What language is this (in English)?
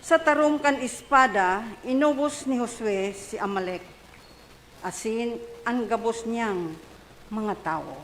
Bikol